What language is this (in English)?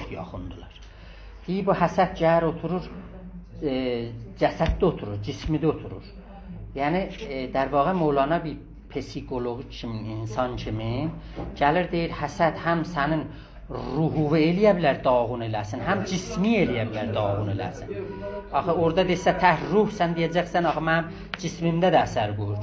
South Azerbaijani